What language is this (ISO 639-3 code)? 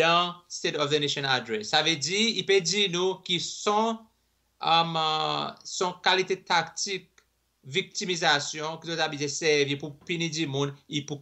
crs